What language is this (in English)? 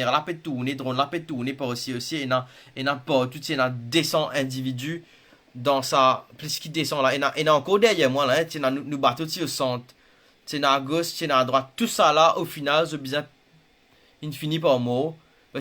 Morisyen